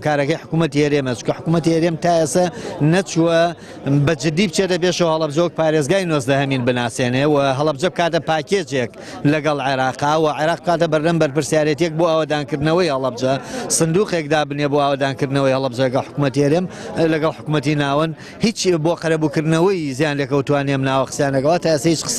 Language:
Central Kurdish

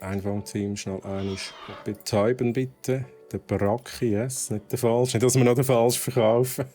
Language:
Swiss German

